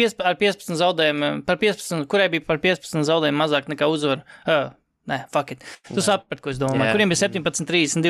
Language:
Latvian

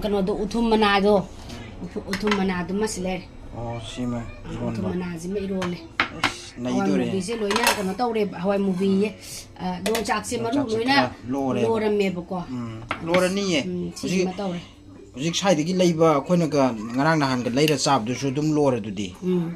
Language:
Manipuri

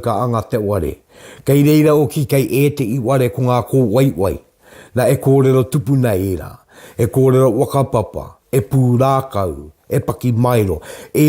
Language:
Māori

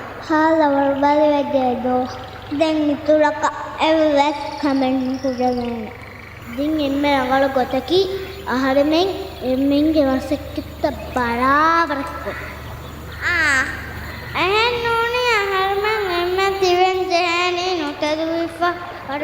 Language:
Divehi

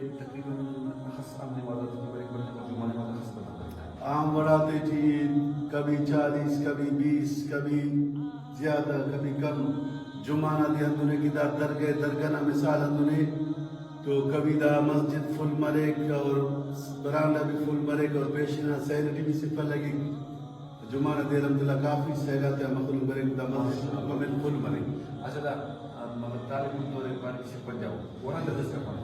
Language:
Brahui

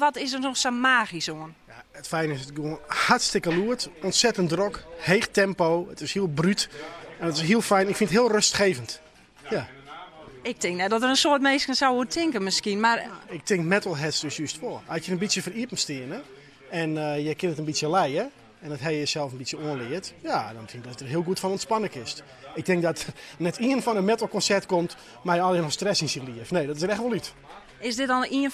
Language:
Western Frisian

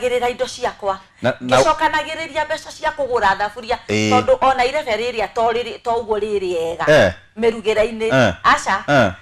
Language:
Kikuyu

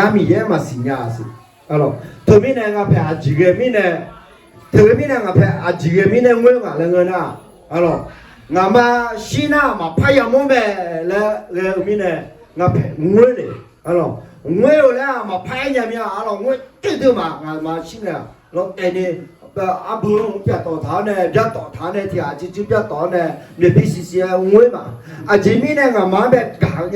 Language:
Akha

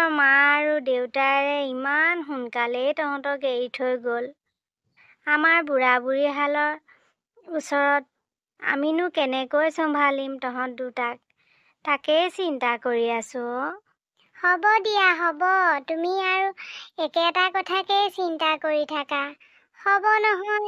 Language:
Assamese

